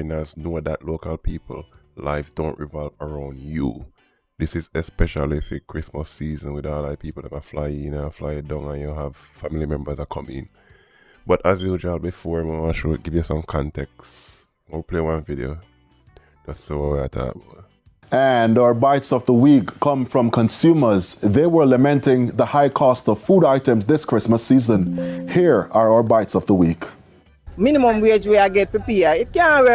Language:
Jamaican Creole English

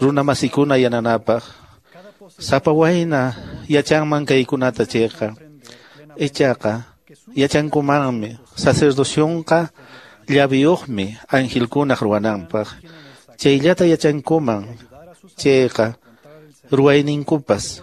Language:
Quechua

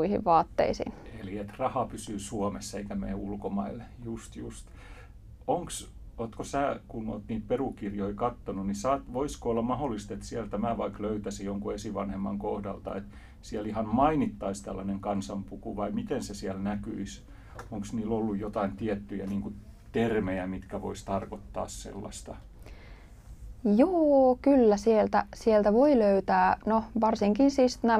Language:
Finnish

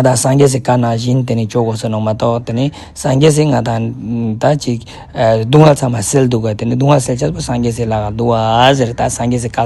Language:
Ladakhi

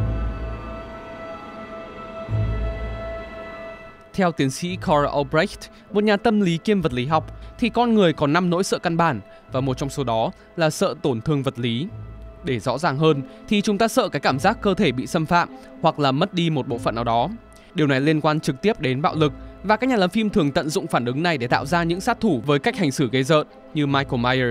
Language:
Vietnamese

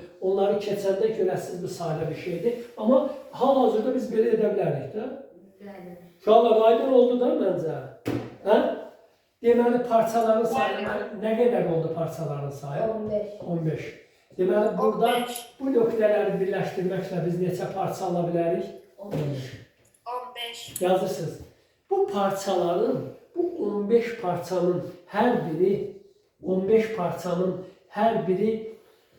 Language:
Azerbaijani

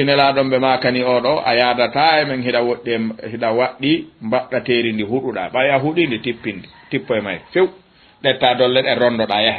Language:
Fula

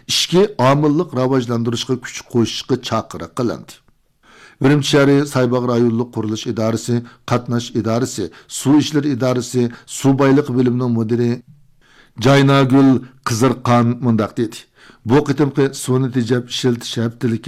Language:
Uyghur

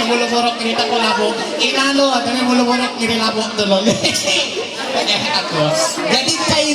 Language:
Ma'anyan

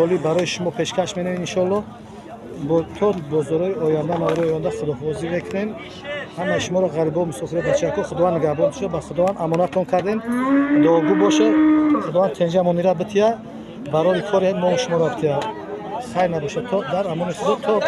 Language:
Tajik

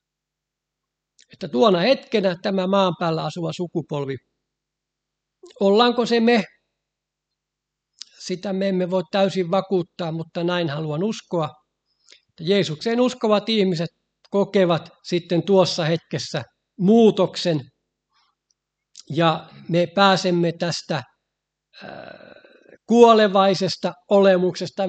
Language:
Finnish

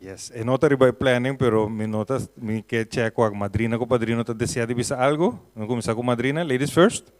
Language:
Papiamento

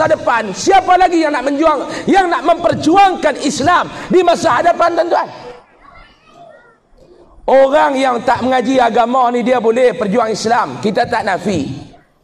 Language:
Malay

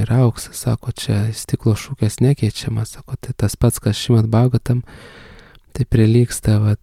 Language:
Lithuanian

